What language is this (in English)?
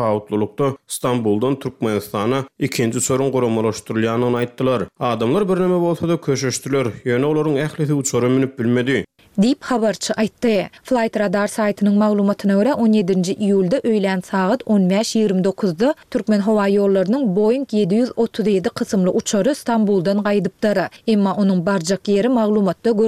Turkmen